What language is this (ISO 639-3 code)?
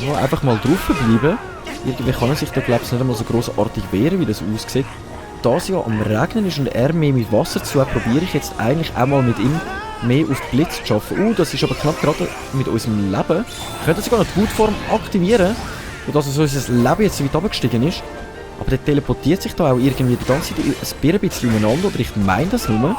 gsw